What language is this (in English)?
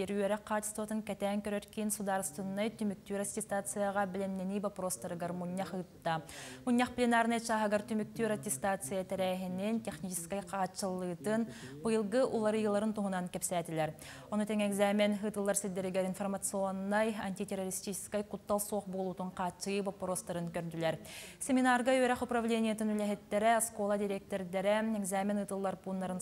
Yakut